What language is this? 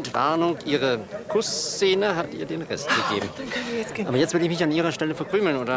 German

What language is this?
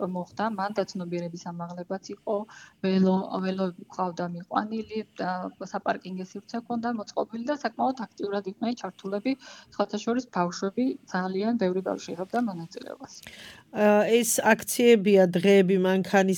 Georgian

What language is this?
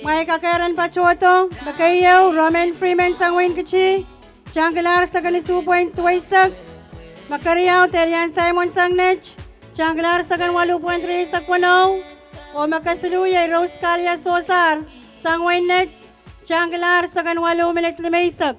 Pohnpeian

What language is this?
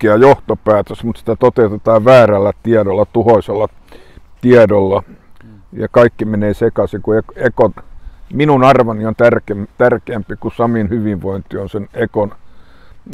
Finnish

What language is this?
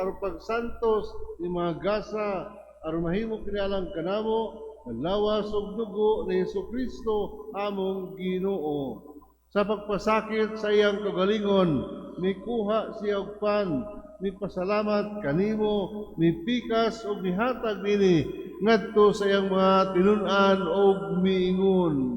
Cebuano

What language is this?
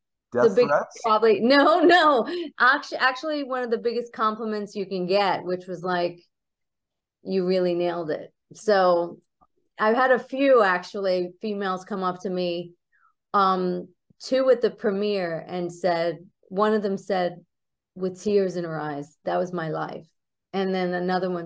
English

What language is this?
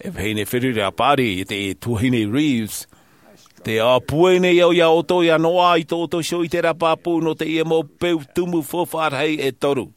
Tahitian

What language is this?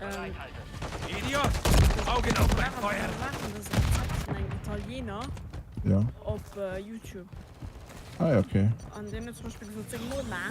Luxembourgish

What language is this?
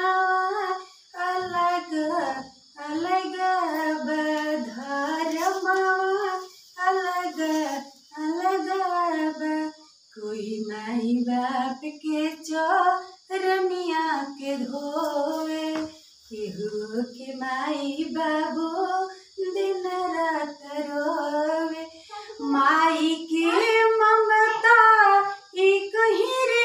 Bhojpuri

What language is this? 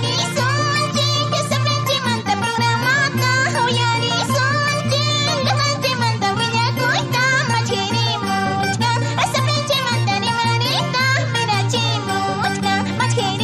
Ayacucho Quechua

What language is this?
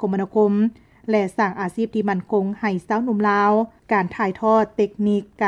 Lao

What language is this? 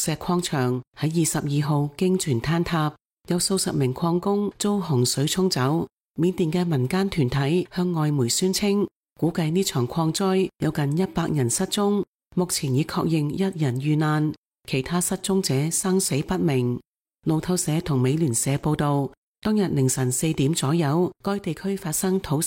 Cantonese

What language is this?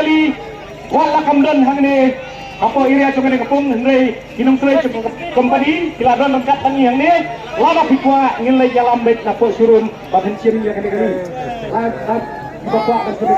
Khasi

